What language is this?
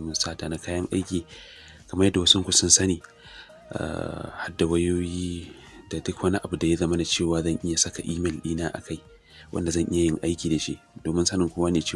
Hausa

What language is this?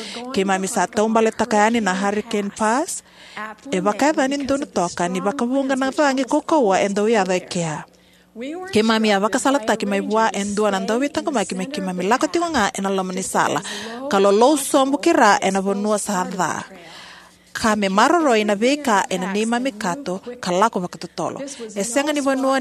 Fijian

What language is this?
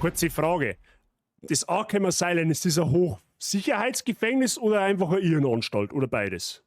Bavarian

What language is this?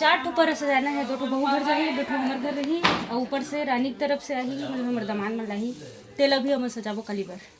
Chhattisgarhi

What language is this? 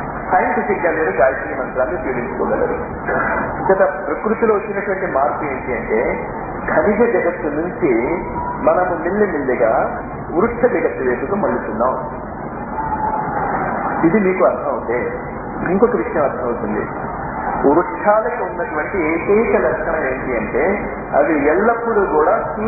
Telugu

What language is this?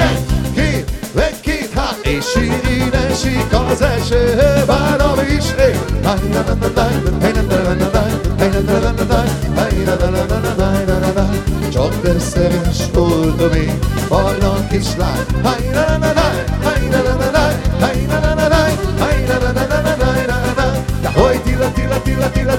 Hungarian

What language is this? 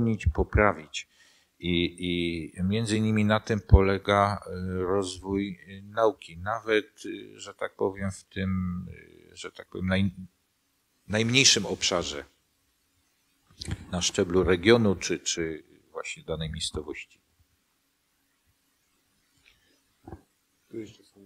Polish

